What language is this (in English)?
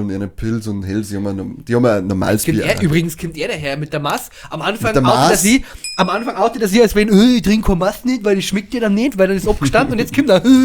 Bavarian